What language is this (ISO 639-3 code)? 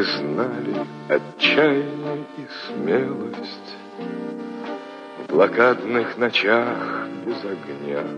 rus